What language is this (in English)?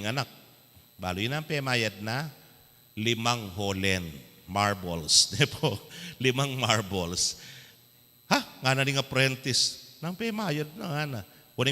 Pampanga